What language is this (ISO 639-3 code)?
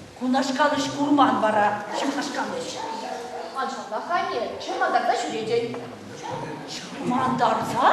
chv